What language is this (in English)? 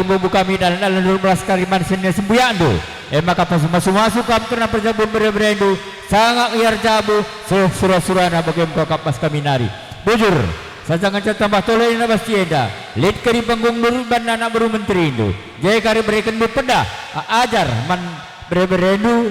Batak Karo